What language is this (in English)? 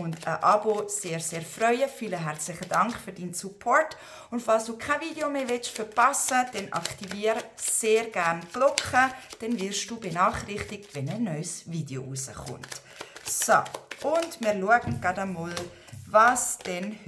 Swiss German